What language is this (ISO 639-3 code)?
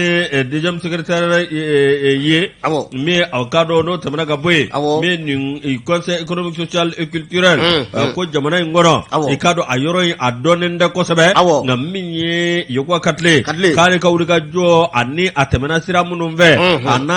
bam